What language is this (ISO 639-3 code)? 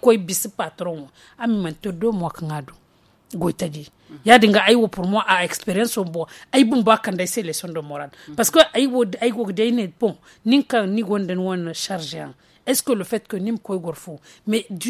dje